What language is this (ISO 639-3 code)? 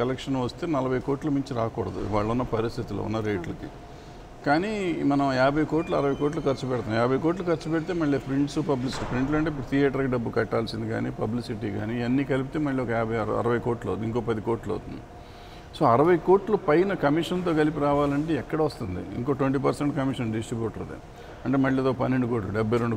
tel